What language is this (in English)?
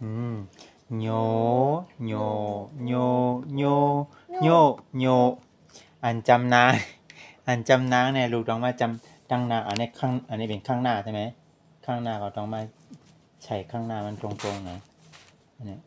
Shan